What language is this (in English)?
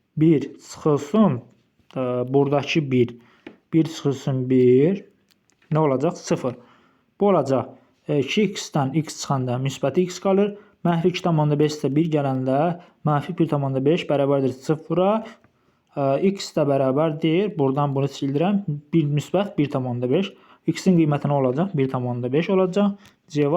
Azerbaijani